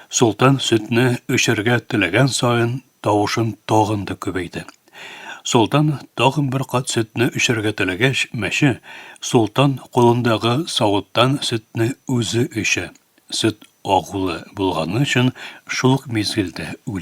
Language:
Tatar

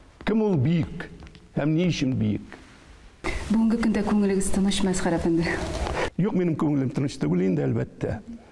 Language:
Tatar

